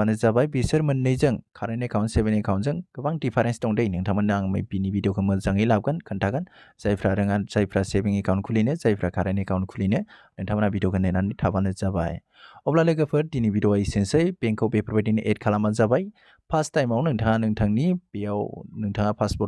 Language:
Bodo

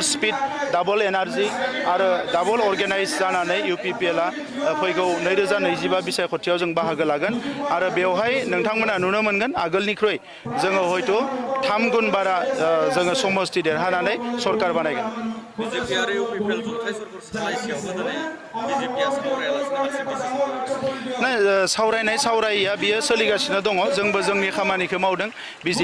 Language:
Bodo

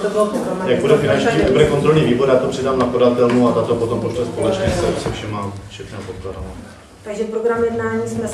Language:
Czech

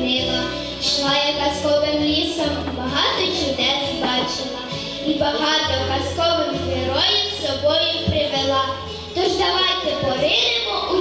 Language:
Ukrainian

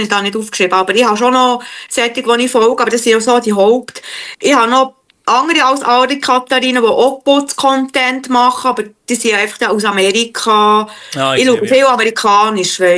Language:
Swiss German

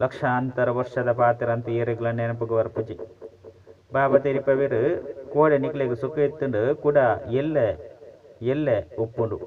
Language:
Tulu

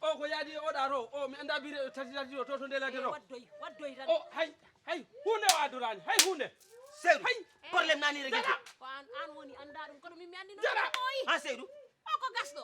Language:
Fula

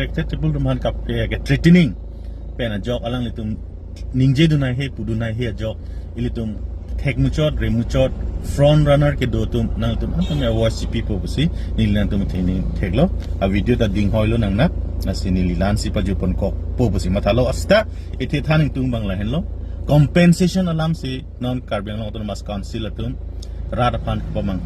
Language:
Karbi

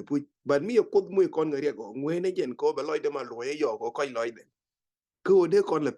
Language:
Nuer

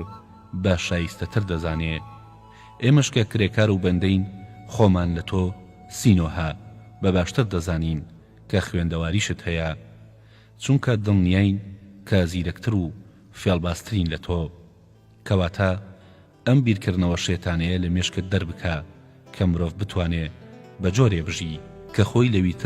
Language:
Central Kurdish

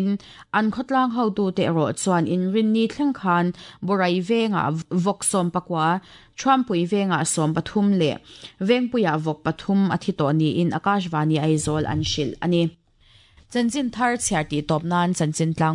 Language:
Mizo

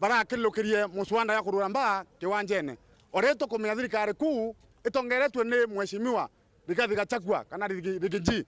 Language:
Meru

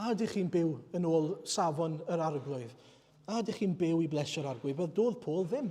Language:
Welsh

